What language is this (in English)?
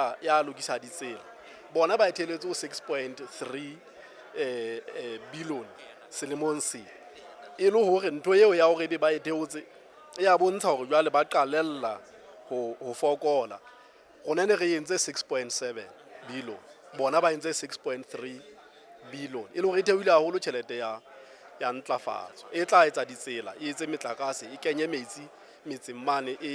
Southern Sotho